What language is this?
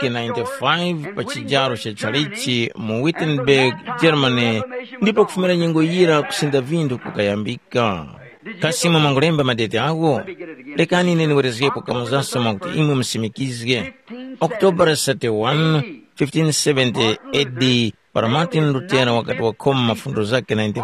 Tumbuka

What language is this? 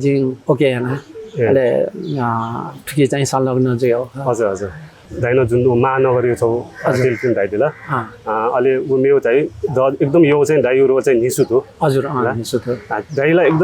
Newari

